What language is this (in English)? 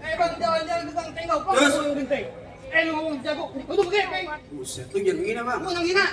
Betawi